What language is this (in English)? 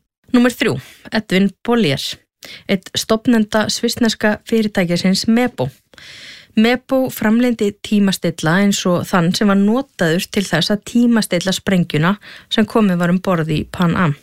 Icelandic